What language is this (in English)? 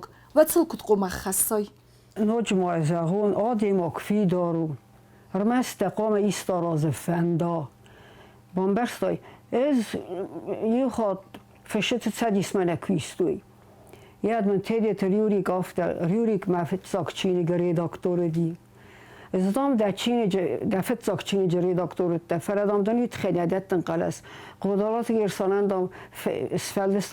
Ossetic